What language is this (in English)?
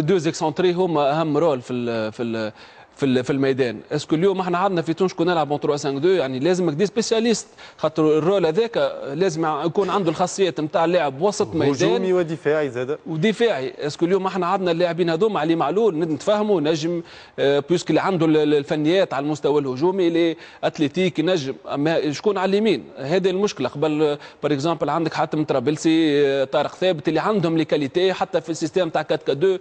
Tunisian Arabic